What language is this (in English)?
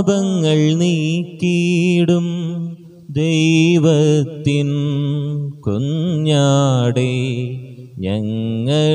Malayalam